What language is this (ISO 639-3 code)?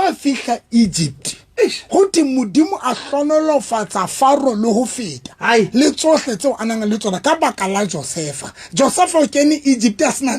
sot